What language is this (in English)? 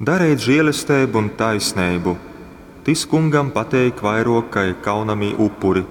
Latgalian